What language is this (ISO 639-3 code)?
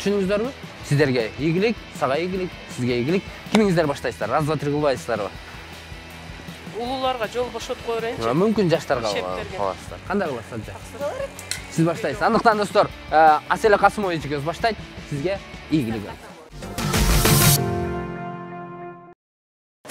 kir